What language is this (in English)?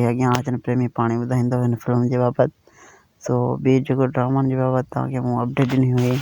Sindhi